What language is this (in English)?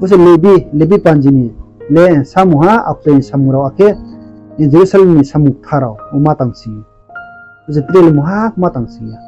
Riang (India)